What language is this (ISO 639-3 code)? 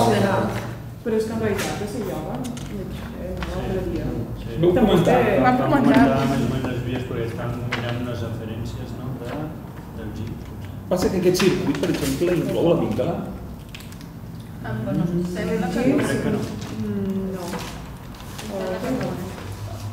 cat